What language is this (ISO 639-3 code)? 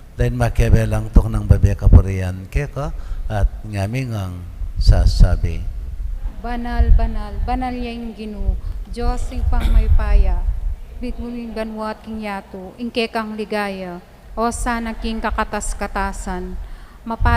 pam